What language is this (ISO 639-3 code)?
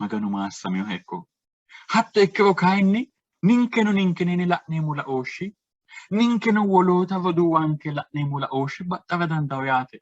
sid